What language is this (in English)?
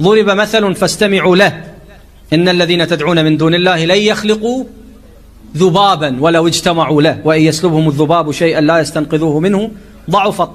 Mesopotamian Arabic